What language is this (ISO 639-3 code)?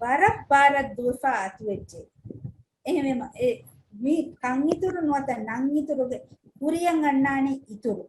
div